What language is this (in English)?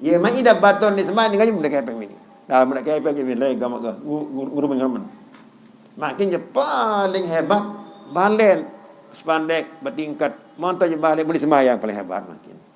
Sasak